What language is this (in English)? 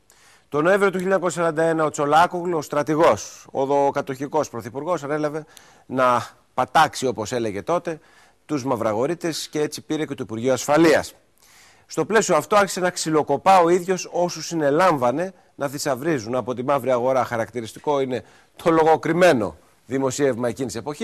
Greek